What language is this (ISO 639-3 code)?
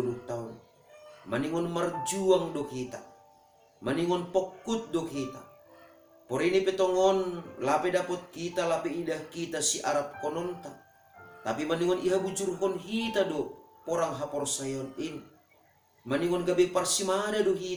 bts